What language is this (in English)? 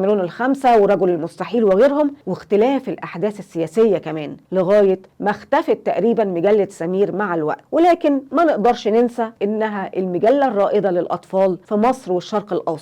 Egyptian Arabic